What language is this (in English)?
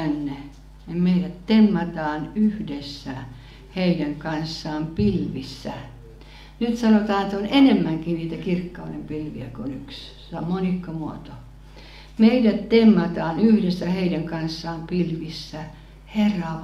Finnish